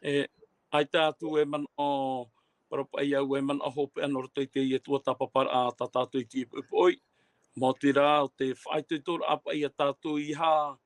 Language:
Tahitian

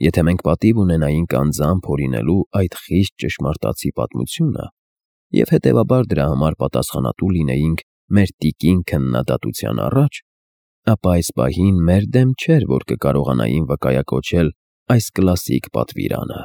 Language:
Armenian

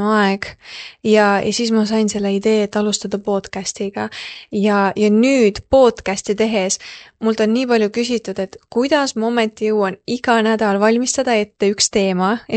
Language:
Estonian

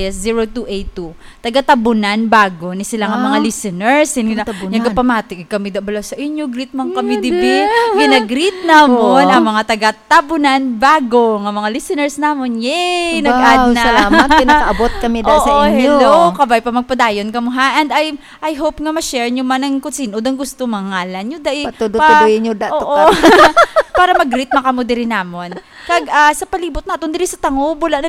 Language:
Hiligaynon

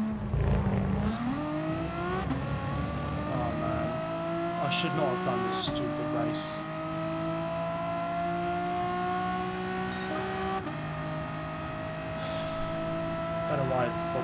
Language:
English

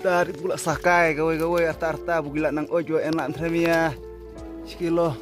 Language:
Khasi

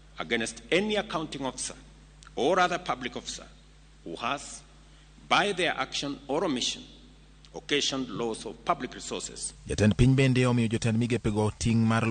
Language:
Luo (Kenya and Tanzania)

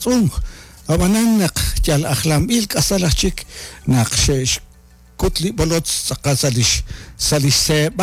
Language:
Kekchí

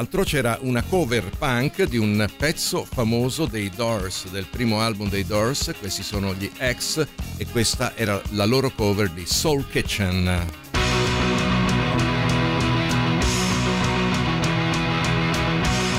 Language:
Italian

